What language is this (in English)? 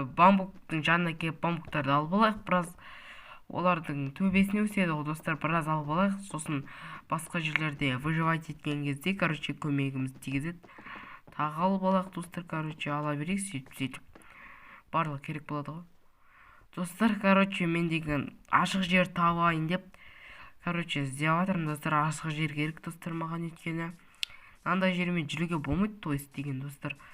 Kazakh